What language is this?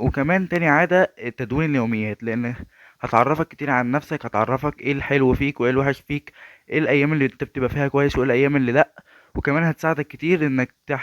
Egyptian Arabic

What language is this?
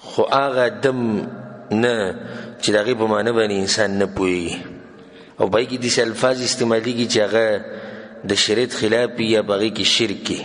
Pashto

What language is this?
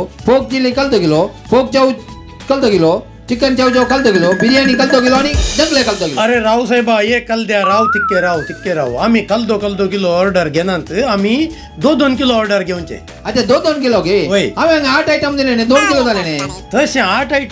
Konkani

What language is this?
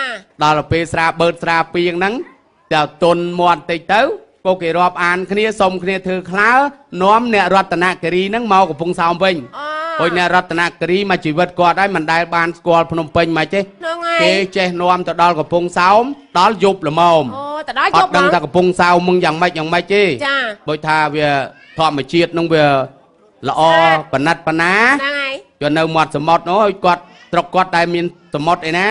Khmer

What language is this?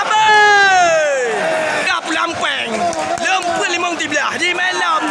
Achinese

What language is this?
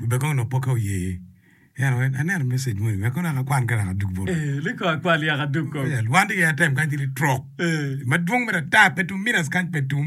Acoli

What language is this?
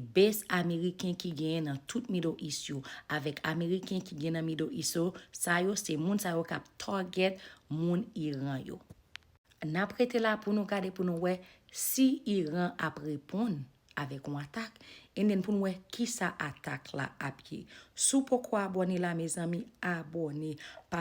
Haitian Creole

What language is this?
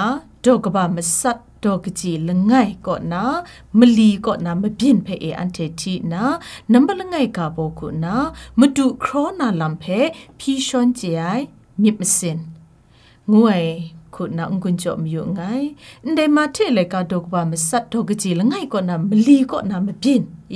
Kachin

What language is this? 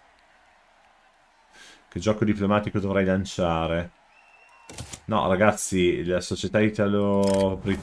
Italian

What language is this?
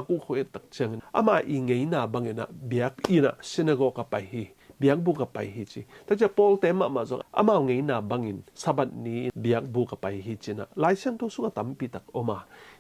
Tedim Chin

